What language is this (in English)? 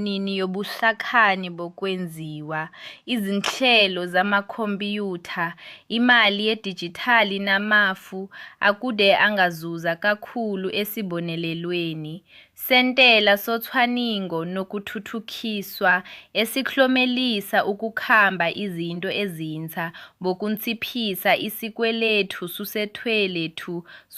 Zulu